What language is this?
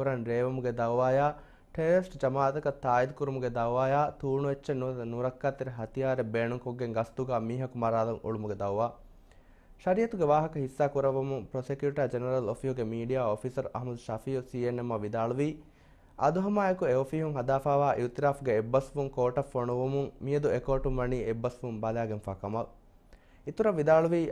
Divehi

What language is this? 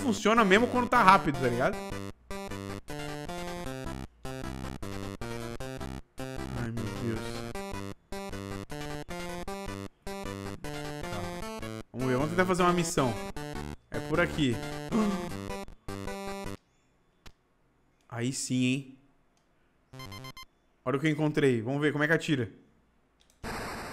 Portuguese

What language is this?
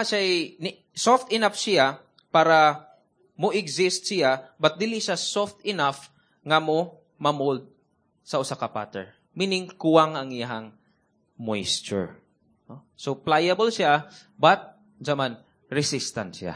Cebuano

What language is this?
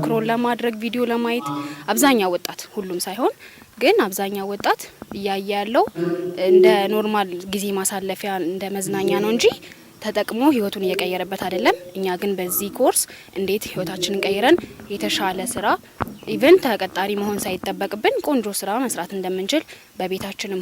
Amharic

